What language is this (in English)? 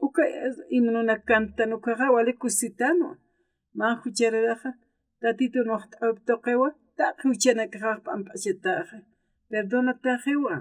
Aymara